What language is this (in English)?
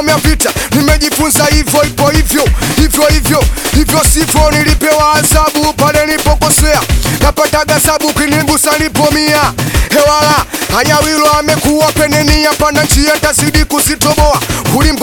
Swahili